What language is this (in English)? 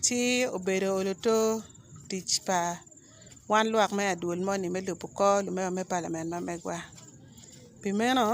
Acoli